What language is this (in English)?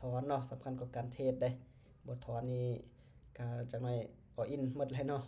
Lao